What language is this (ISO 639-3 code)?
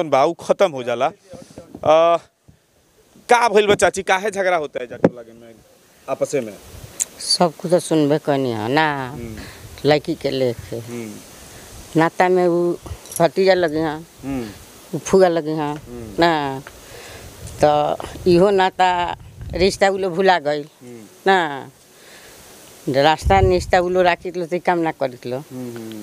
bho